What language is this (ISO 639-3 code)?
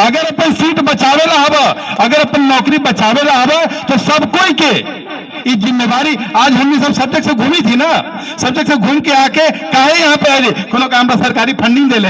mag